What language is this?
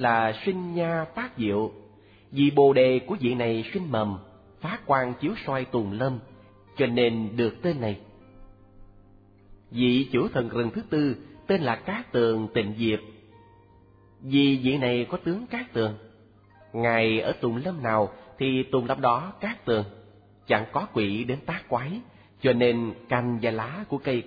Vietnamese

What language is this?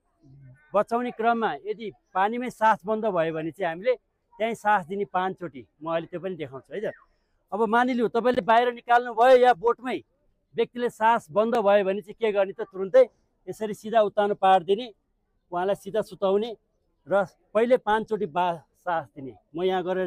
Nepali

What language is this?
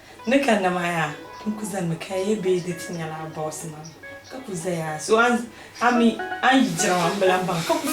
Dagbani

